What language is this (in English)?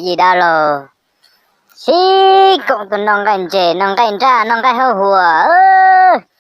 Hmong